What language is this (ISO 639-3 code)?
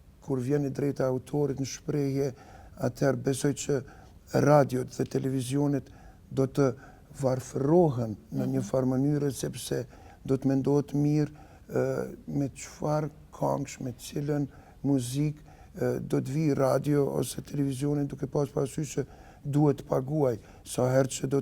sqi